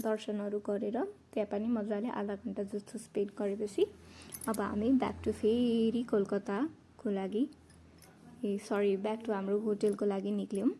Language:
Nepali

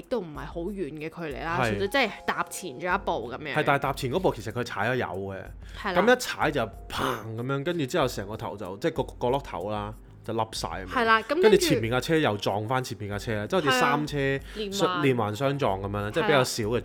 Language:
Cantonese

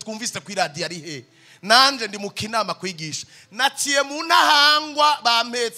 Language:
Rundi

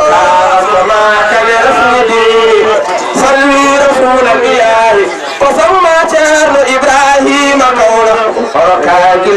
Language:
Fula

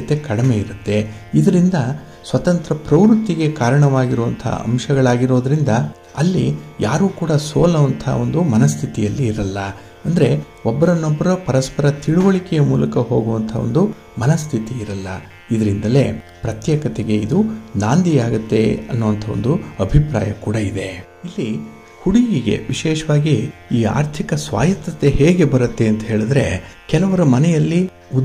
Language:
Kannada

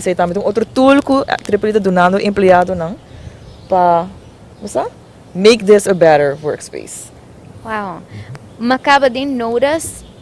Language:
Papiamento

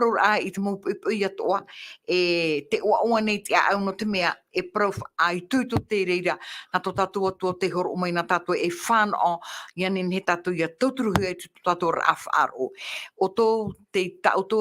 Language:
Tahitian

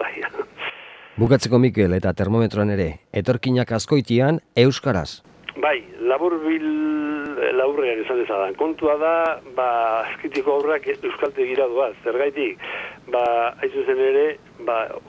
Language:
Basque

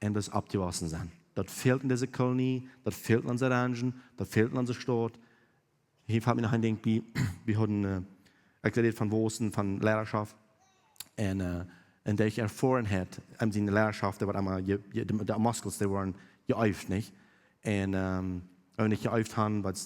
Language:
Plautdietsch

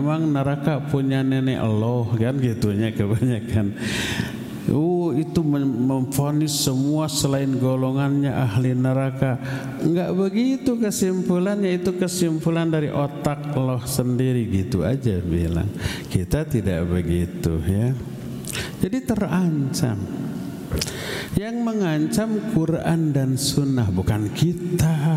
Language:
Indonesian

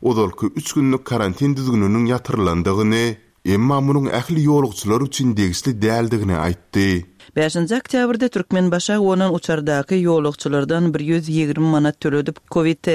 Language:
Turkmen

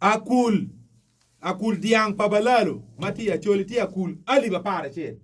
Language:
Acoli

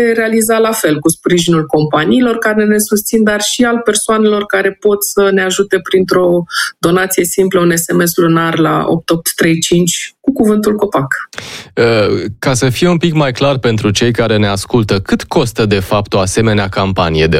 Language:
Romanian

